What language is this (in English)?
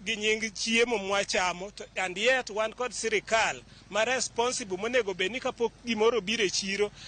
Luo (Kenya and Tanzania)